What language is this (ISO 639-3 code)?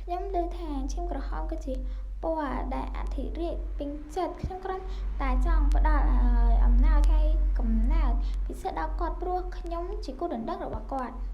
khm